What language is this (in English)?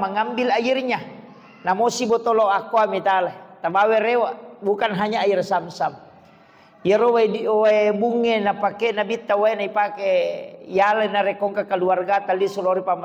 Buginese